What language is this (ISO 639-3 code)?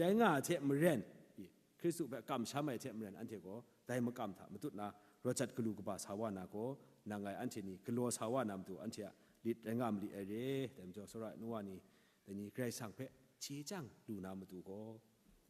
kac